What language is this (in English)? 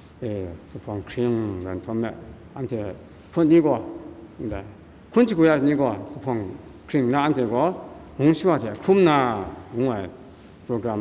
Kachin